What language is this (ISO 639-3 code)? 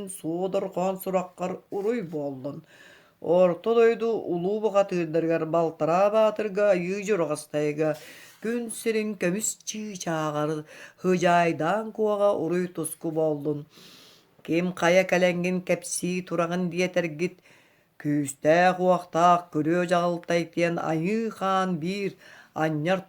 sah